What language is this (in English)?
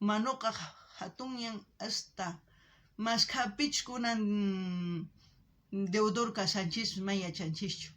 South Bolivian Quechua